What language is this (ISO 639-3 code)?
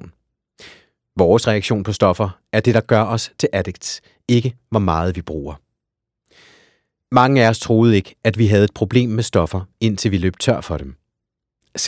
dan